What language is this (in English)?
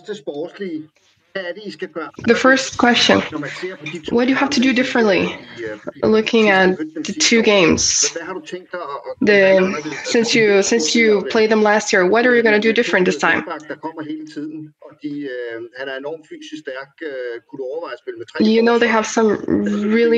English